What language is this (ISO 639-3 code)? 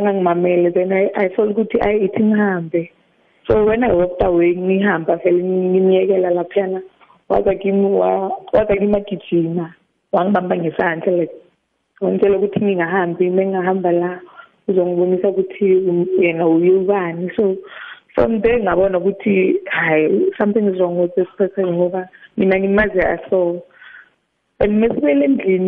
nbl